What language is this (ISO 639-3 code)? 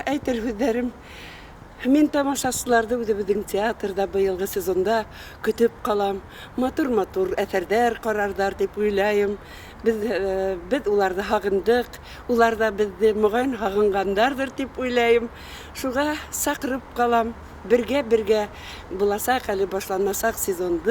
bak